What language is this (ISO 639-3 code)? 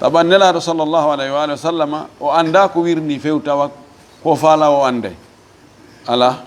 ful